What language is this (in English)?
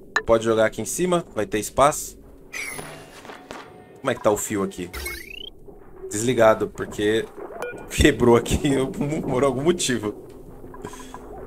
Portuguese